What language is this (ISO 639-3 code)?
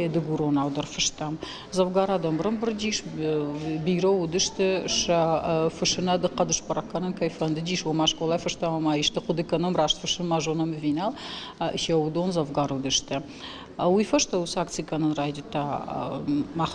oss